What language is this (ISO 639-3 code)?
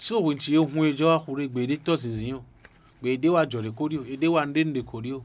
fon